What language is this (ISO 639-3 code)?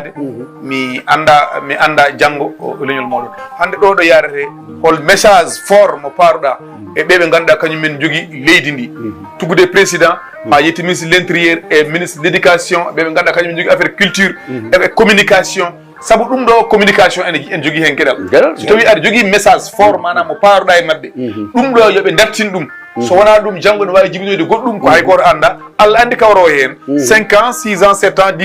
ful